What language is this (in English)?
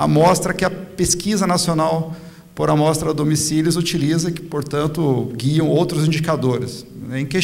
Portuguese